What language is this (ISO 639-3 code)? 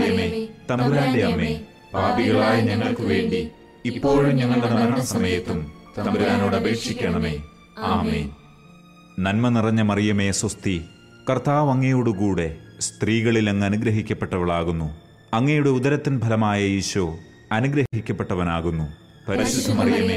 mal